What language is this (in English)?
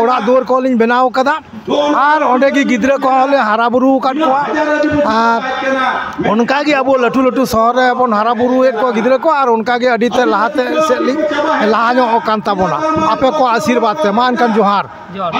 Santali